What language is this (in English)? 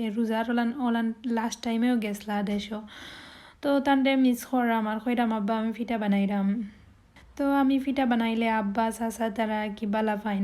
Sylheti